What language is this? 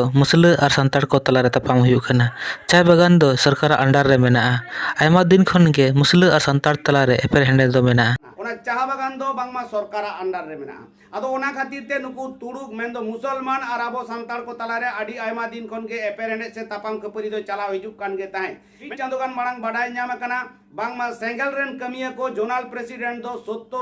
Santali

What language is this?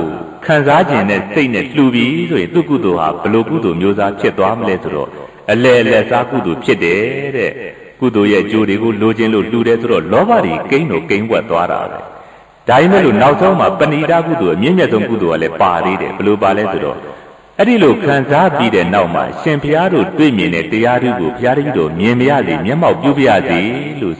Burmese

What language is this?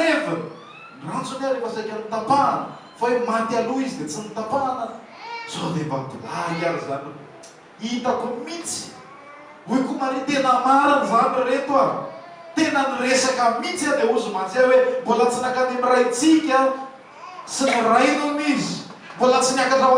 Malagasy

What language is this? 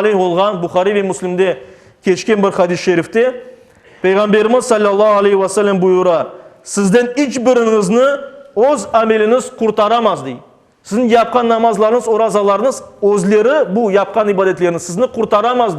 Crimean Tatar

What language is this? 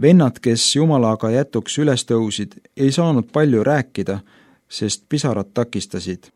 Estonian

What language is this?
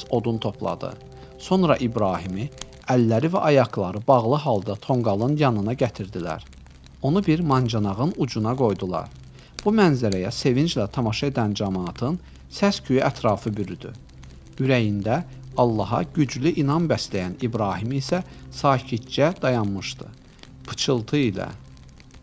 Azerbaijani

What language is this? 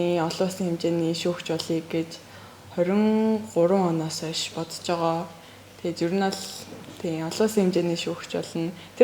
Mongolian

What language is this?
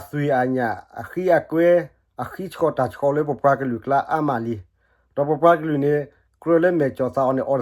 S'gaw Karen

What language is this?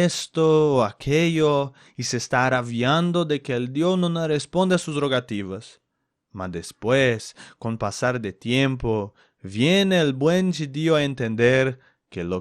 Ladino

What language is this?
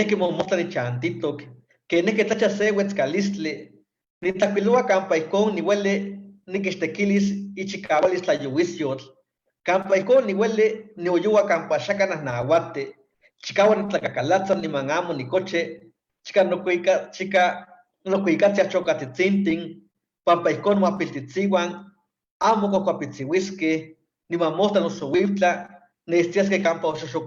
Eastern Huasteca Nahuatl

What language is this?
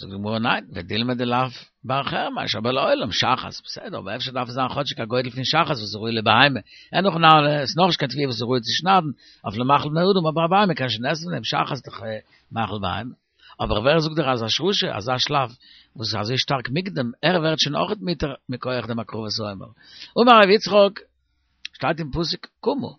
Yiddish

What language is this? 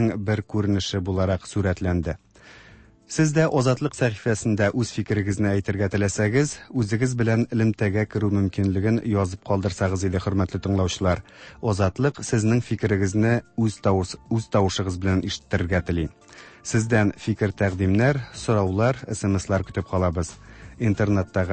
Tatar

